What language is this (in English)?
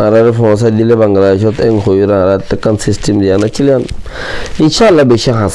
Rohingya